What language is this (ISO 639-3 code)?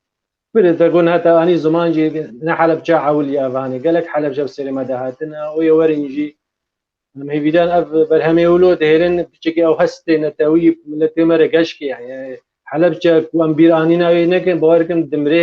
kur